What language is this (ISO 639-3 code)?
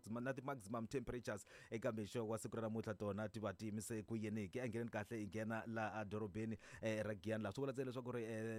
tso